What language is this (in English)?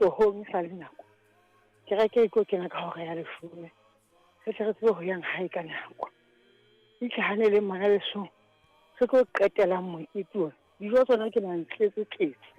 Southern Sotho